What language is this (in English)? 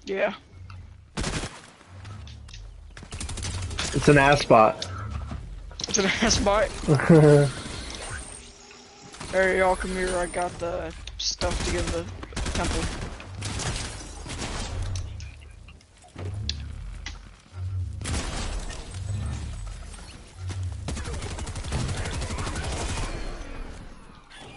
English